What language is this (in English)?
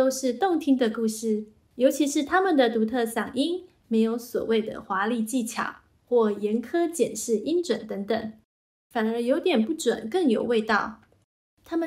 Chinese